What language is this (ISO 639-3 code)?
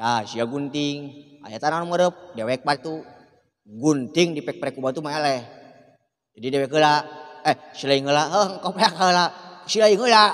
sun